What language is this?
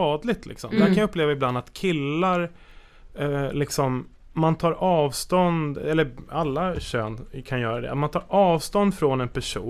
Swedish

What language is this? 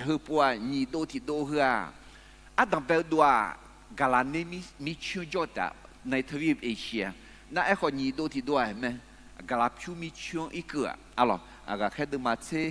Akha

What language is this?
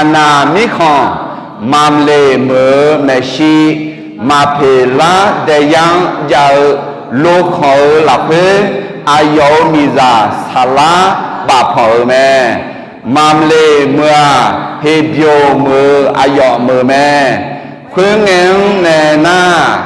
Akha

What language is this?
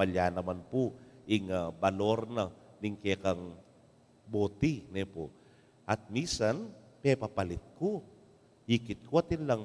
Pampanga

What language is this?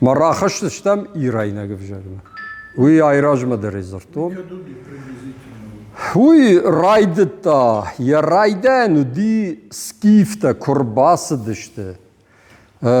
Ossetic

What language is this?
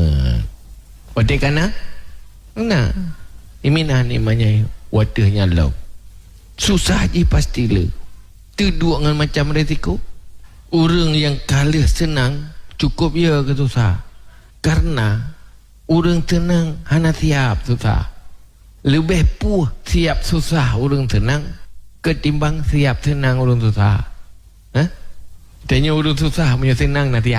Achinese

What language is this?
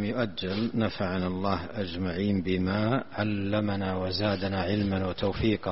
Arabic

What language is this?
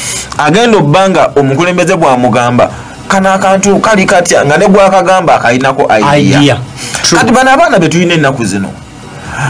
Ganda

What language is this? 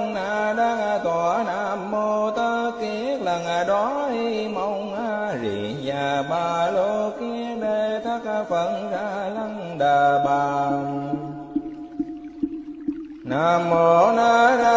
Vietnamese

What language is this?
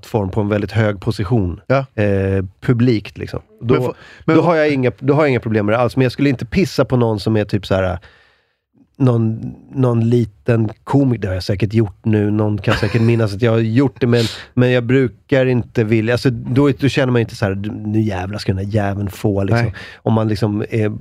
Swedish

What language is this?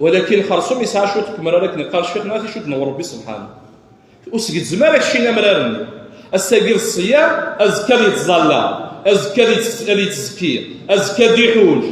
Kabyle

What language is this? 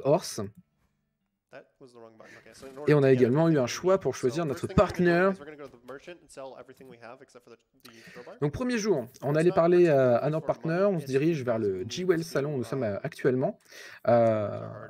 French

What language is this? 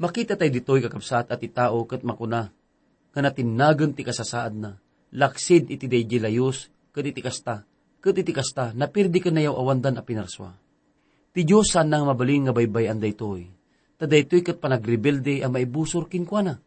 Iloko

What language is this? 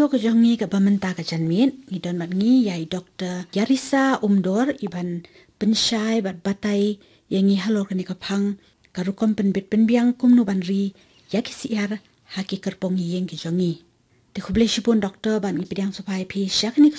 Khasi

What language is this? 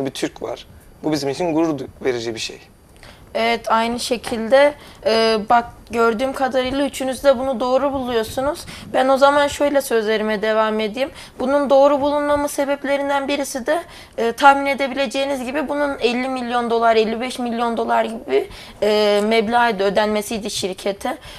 Turkish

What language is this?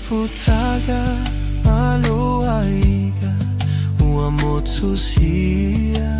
Samoan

